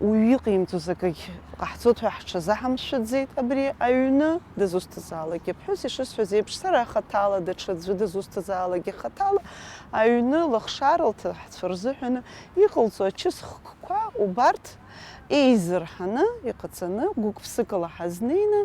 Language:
Abkhazian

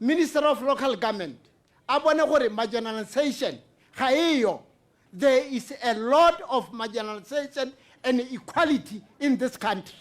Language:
Tswana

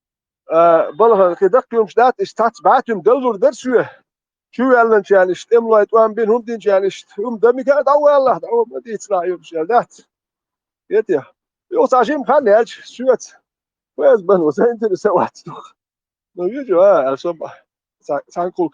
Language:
Chechen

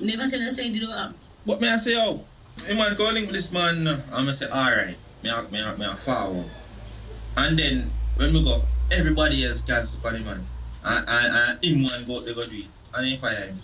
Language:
Jamaican Creole English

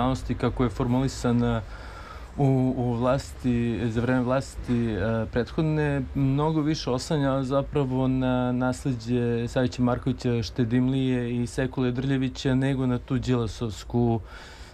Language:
Serbian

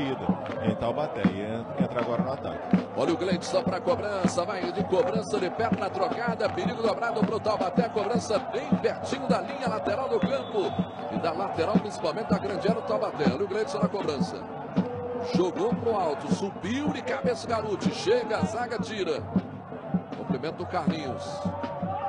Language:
Portuguese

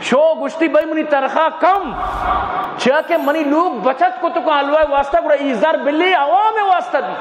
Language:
Eastern Balochi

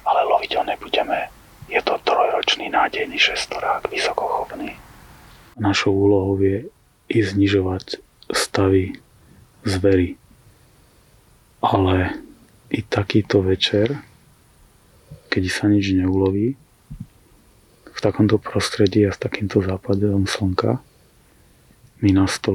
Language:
Slovak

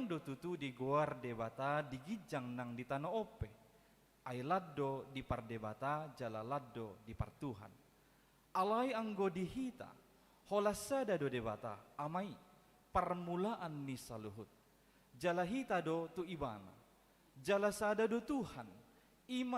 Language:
Batak Toba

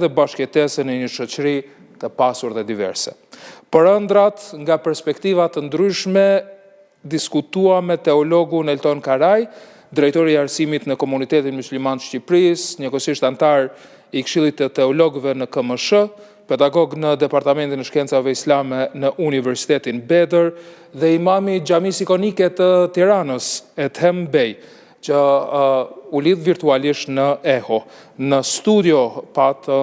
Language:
Albanian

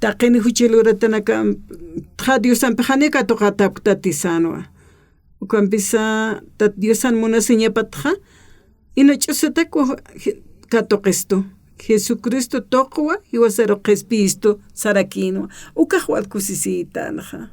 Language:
Aymara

